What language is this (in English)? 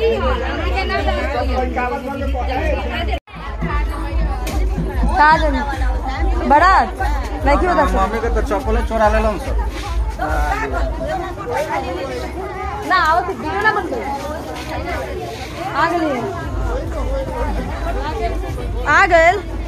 Bhojpuri